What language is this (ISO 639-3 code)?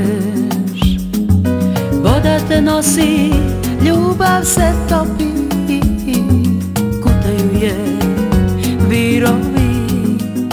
srp